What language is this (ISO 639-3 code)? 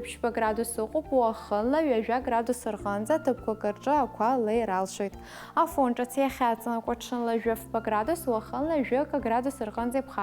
abk